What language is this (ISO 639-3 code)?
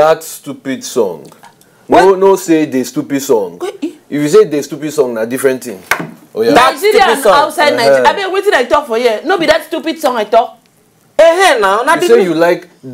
pcm